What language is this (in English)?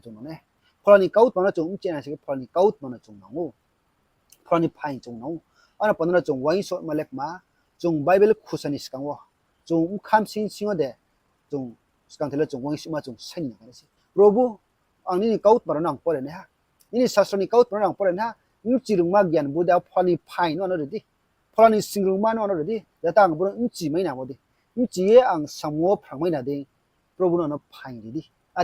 Riang (India)